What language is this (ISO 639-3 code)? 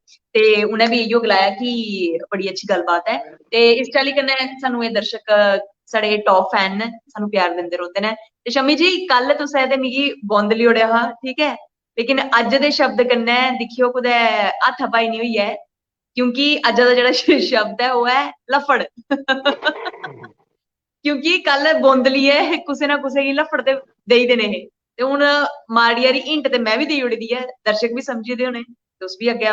doi